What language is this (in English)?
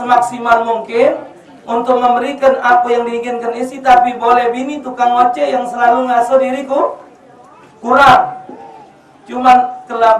Musi